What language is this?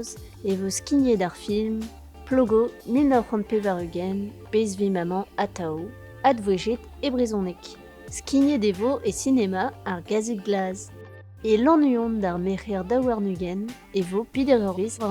Breton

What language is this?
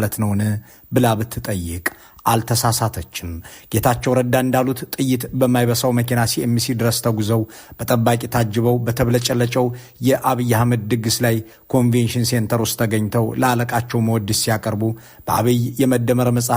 Amharic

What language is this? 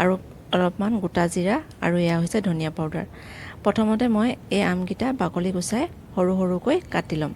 Assamese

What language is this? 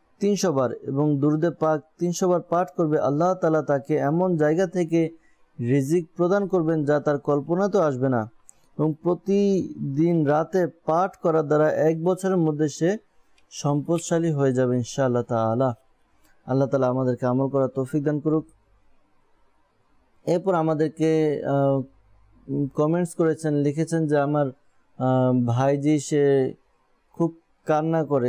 Bangla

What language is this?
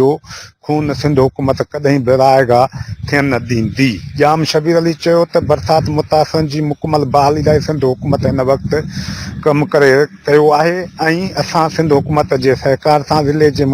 Sindhi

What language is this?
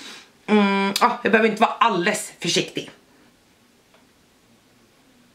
Swedish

